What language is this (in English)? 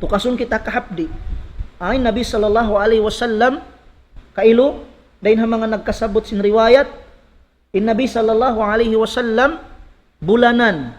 Tausug